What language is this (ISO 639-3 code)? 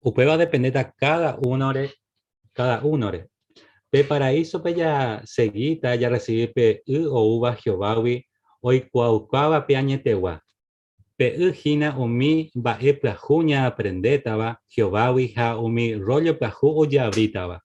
grn